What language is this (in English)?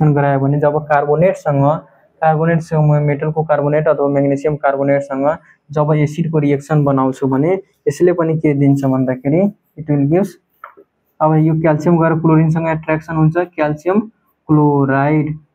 Nepali